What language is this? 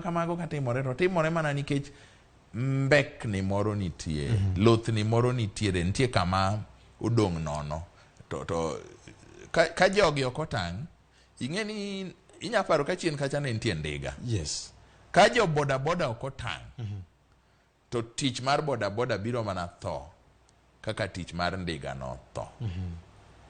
Luo (Kenya and Tanzania)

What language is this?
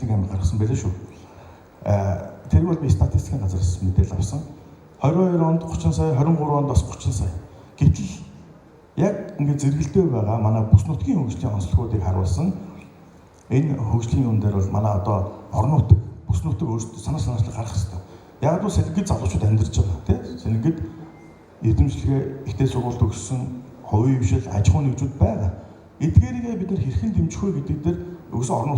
Mongolian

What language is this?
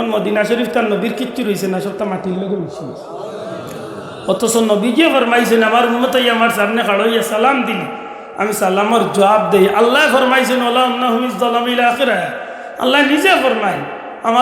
Sylheti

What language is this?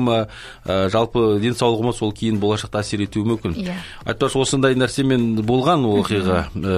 Kazakh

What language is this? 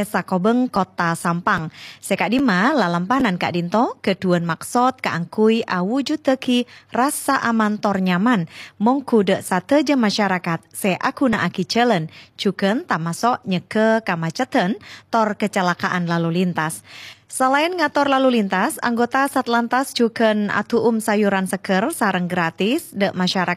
Madurese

